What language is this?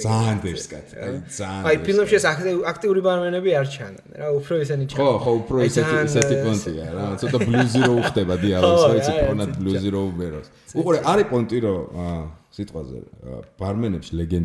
Georgian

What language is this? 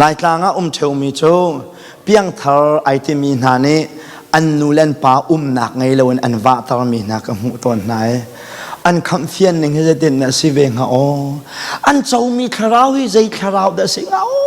Hakha Chin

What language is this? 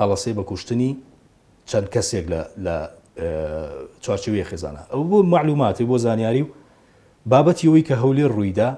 Central Kurdish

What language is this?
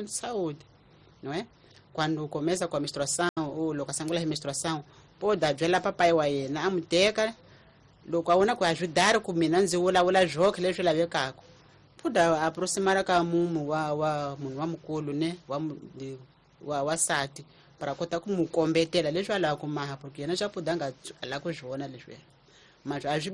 Tsonga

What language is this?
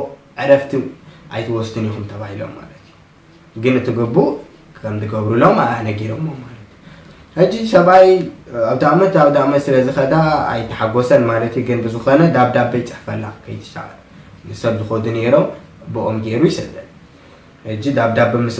Tigrinya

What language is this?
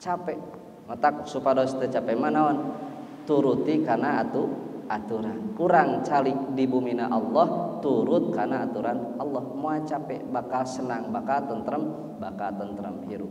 Sundanese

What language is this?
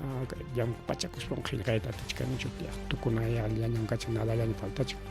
Ayacucho Quechua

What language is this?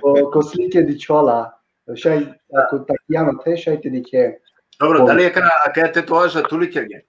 Balkan Romani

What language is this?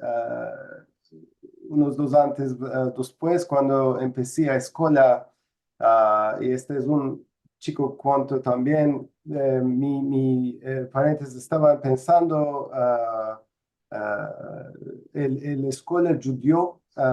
Ladino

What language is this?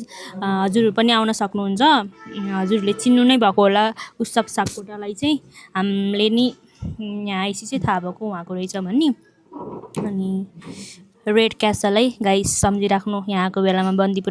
Nepali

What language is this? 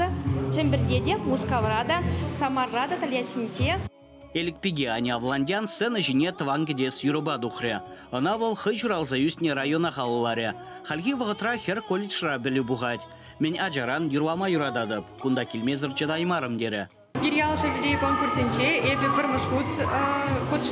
Chuvash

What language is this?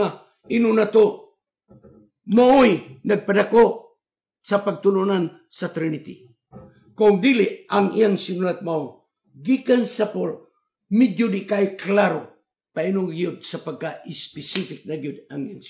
Cebuano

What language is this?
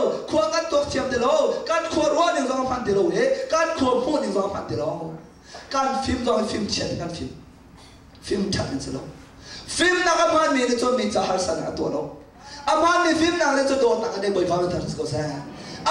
Hakha Chin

